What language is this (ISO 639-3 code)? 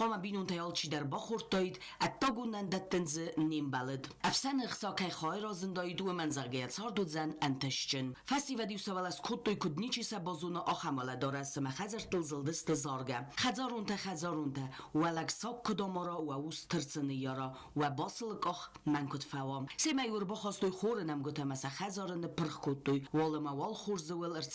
oss